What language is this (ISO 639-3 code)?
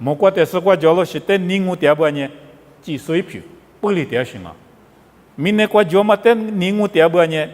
lis